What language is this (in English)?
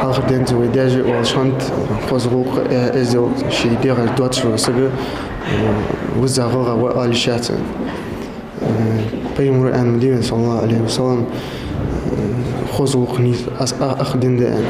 Ingush